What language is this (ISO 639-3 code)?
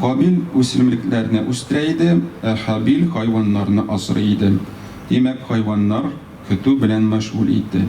tat